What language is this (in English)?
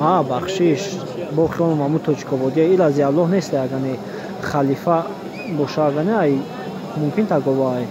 Tajik